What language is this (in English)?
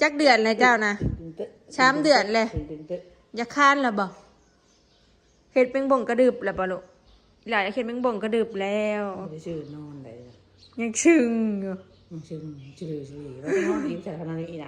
Northeastern Thai